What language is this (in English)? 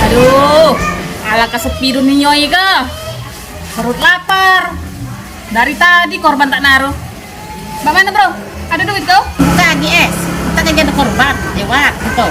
Musi